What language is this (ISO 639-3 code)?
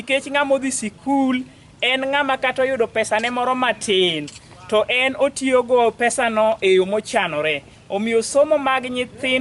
luo